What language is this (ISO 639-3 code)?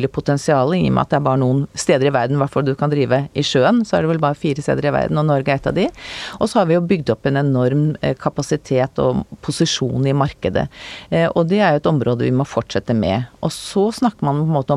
nor